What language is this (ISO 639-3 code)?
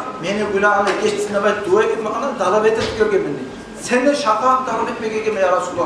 kum